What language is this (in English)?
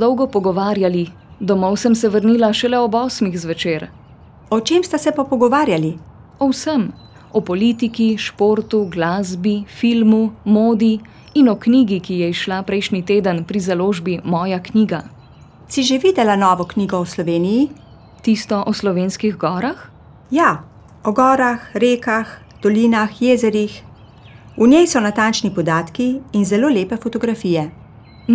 Slovenian